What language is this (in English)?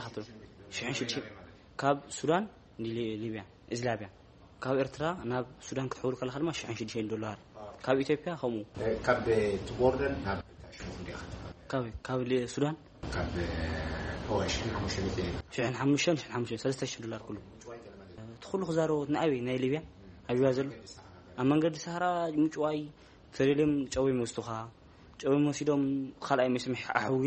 Tigrinya